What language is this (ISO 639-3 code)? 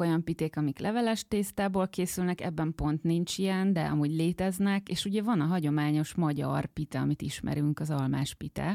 hun